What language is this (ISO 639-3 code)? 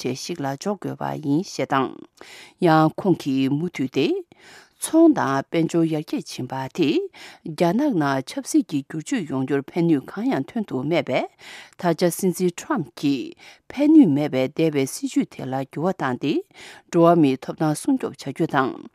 bod